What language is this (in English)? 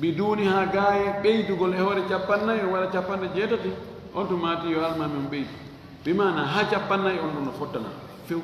Fula